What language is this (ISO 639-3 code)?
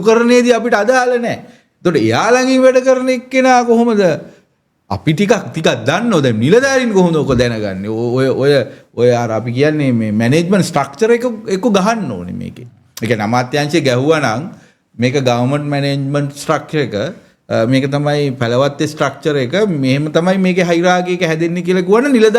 sin